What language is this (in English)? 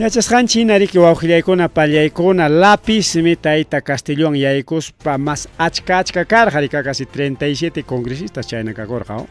Ayacucho Quechua